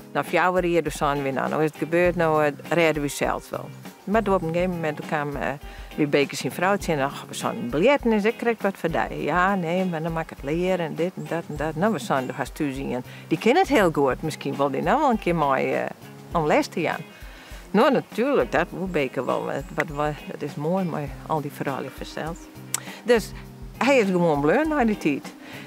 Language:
Western Frisian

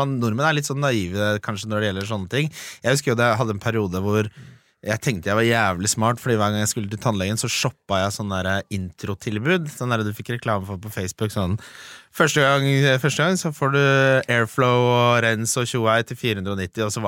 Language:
Norwegian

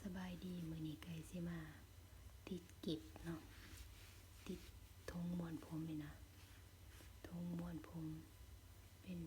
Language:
Lao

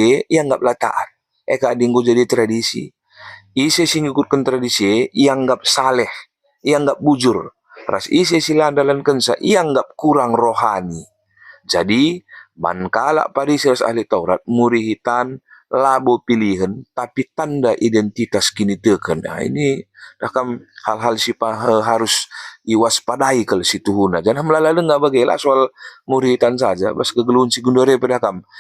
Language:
Batak Karo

